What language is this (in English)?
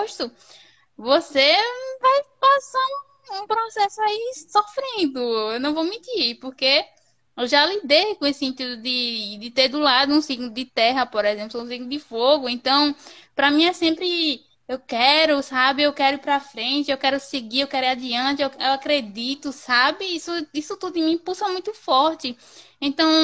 Portuguese